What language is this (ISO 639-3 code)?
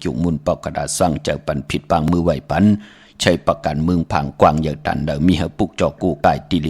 shn